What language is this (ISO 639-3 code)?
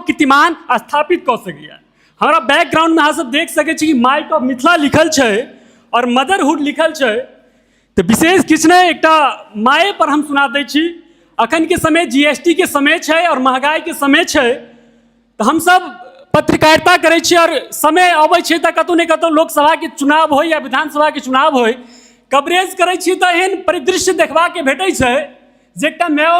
mai